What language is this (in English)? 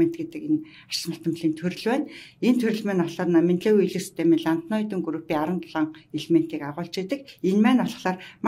Mongolian